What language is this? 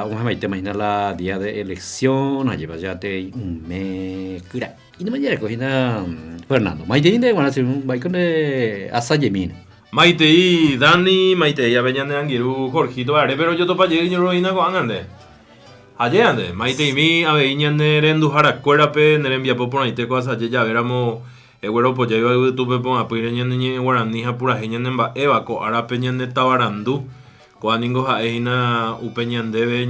Guarani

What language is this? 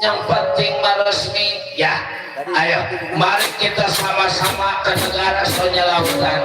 Betawi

